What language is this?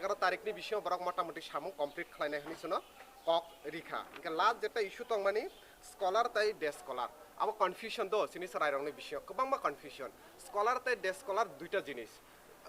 Riang (India)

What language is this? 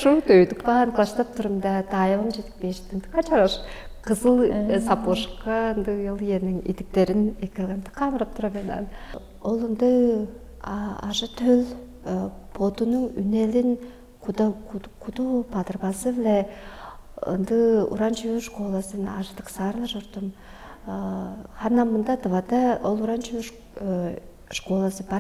Tuvinian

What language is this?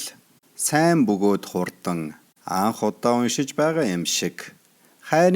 Mongolian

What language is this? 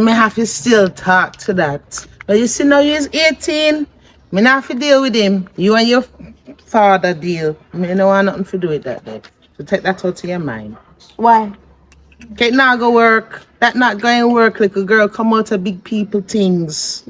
Jamaican Creole English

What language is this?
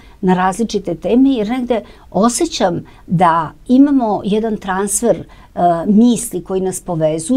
Serbian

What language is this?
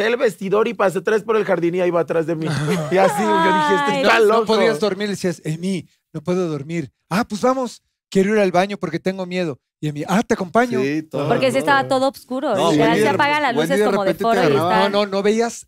Spanish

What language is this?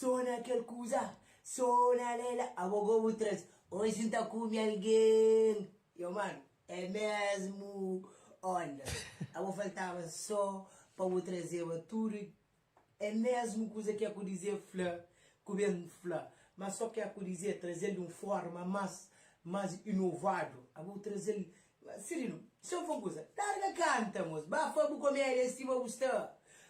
Kabuverdianu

